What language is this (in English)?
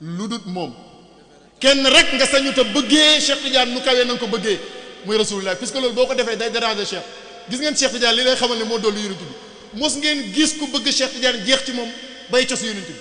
Wolof